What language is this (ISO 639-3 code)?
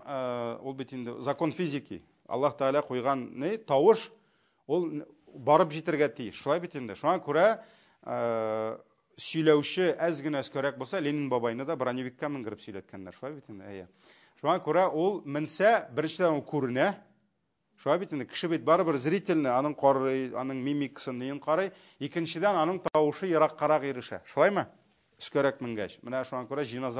tat